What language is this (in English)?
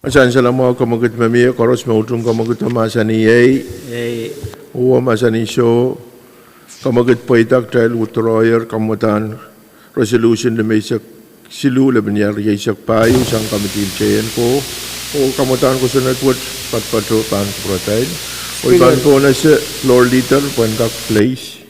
Pohnpeian